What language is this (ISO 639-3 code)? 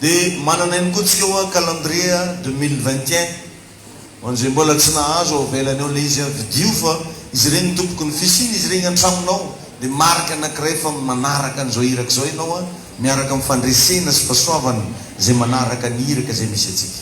mlg